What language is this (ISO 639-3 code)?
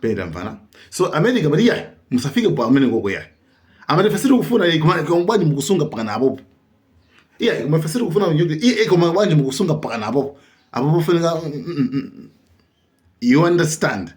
nya